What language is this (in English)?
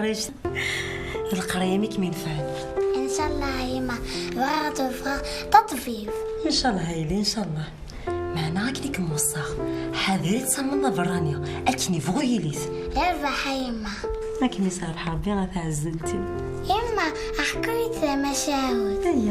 Kabyle